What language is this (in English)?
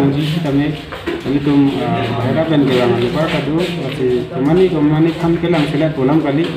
Karbi